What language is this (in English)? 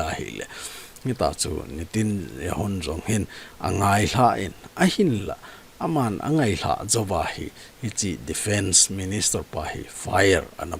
Thado Chin